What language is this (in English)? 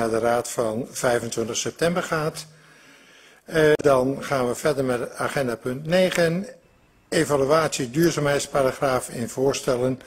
Dutch